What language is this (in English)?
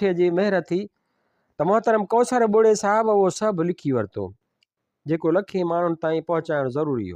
Sindhi